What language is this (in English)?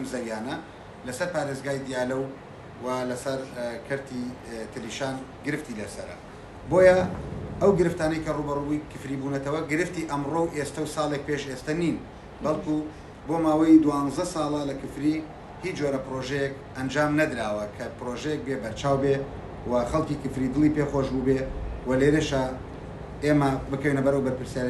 Central Kurdish